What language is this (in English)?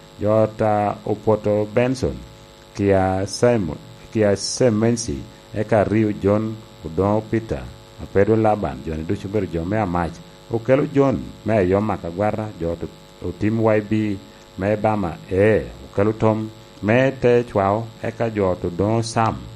Lango (Uganda)